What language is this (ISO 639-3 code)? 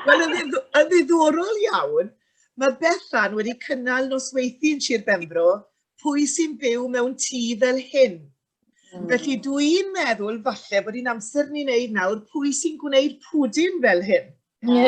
cym